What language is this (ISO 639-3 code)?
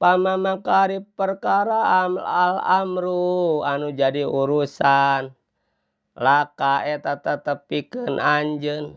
sun